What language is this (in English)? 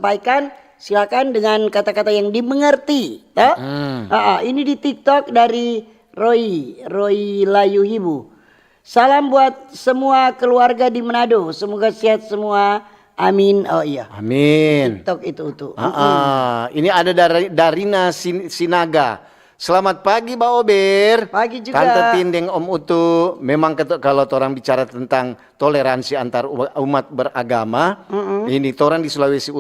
Manado Malay